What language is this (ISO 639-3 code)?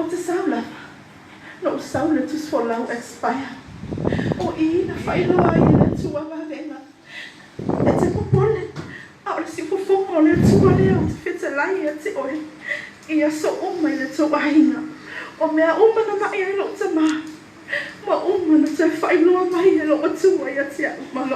smo